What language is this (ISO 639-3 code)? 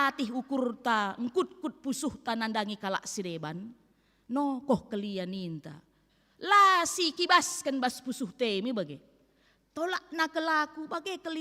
btx